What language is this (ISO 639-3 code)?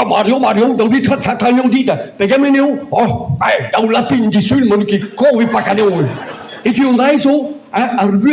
bre